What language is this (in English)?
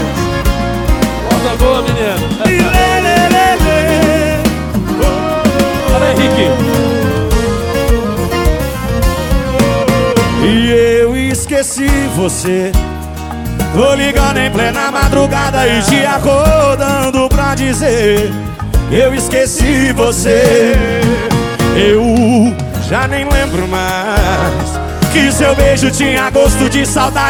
Portuguese